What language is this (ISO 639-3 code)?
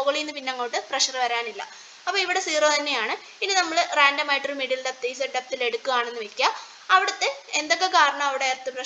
mal